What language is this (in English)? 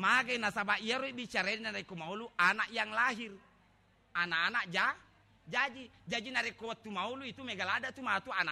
Buginese